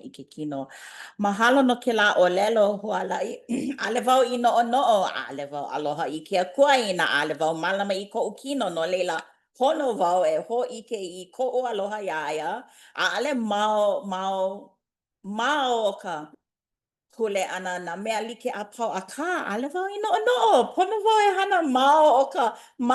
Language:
Hawaiian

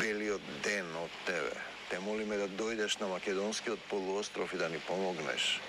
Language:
Macedonian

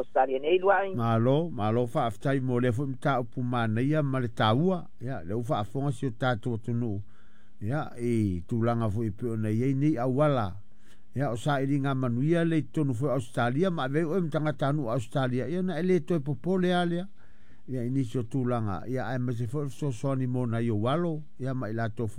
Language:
Samoan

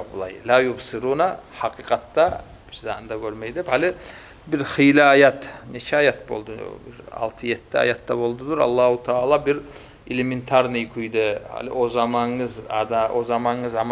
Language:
Kumyk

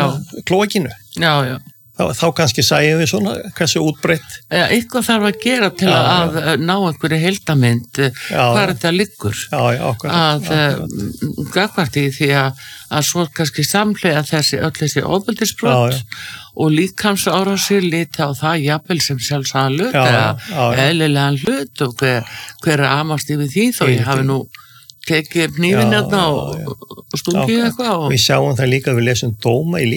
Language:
Icelandic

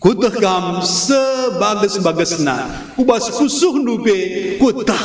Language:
Batak Karo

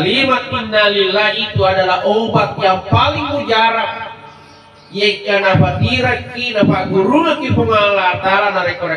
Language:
Buginese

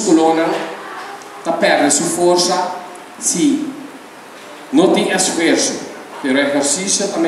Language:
Papiamento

